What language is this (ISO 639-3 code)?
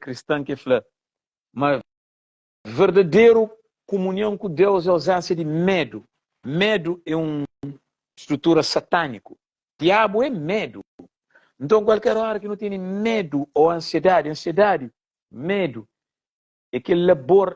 kea